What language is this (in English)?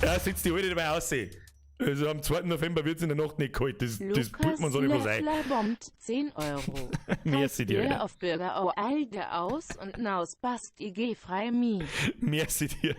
Bavarian